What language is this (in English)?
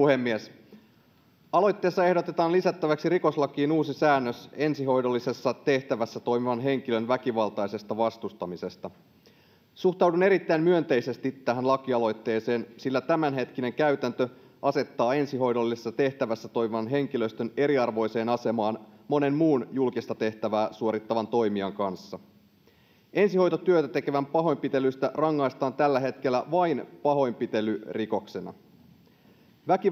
Finnish